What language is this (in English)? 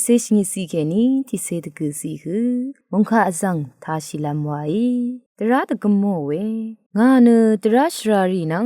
Rawang